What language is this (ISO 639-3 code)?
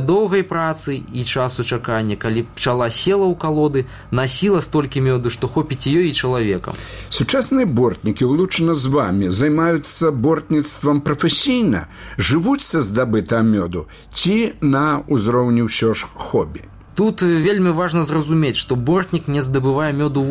bel